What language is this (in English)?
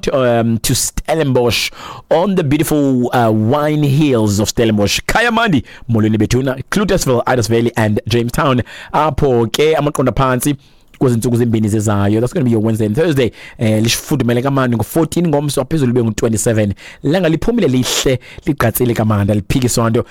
Xhosa